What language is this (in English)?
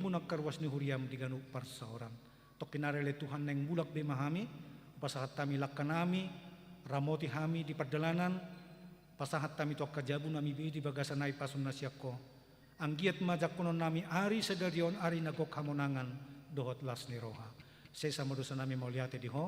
Batak Toba